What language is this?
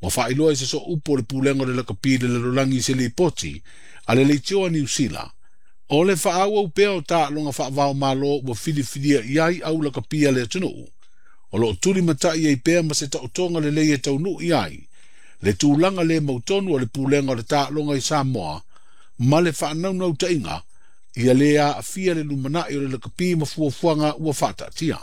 Samoan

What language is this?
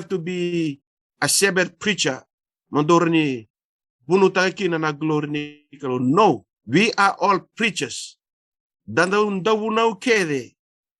Fijian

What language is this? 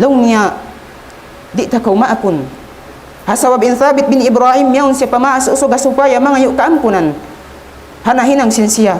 Tausug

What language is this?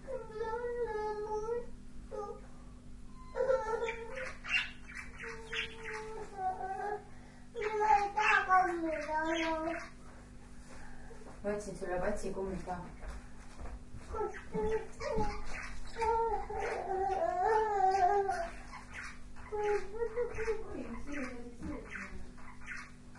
Estonian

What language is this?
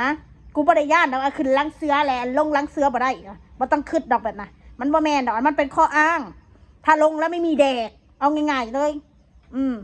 Northeastern Thai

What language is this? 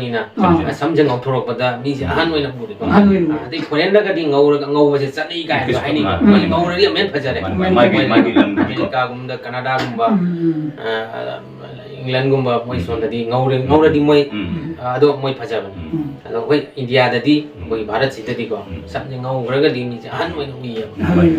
Manipuri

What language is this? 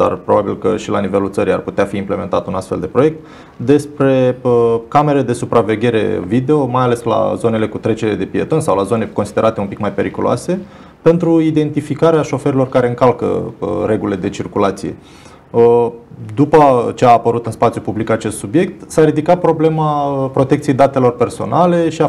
Romanian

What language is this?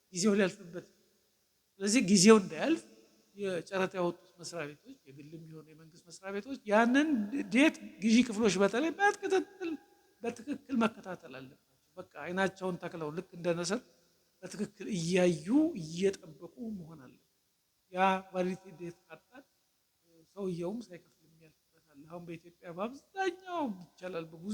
Amharic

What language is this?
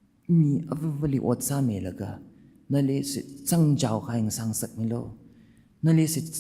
Tangkhul Naga (India)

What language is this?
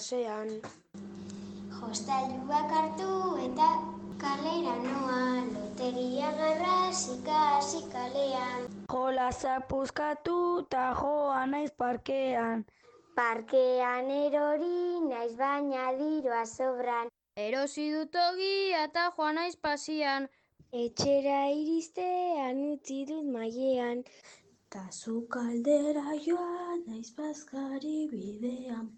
Basque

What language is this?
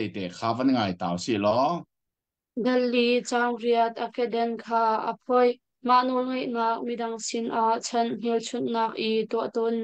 Hakha Chin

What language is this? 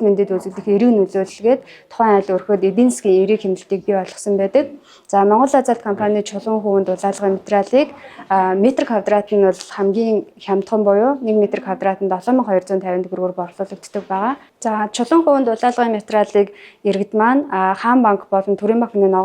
Mongolian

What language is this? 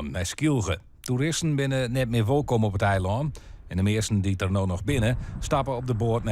Western Frisian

